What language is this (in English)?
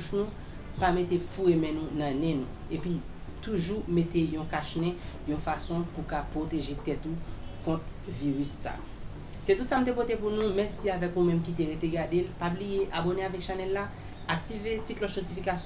Haitian Creole